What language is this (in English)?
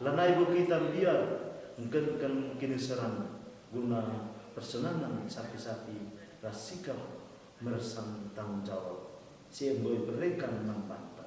Batak Karo